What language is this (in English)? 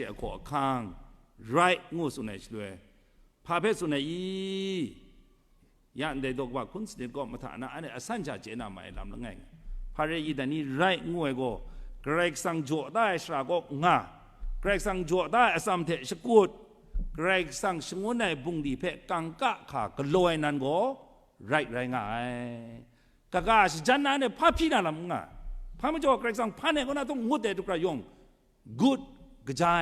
Kachin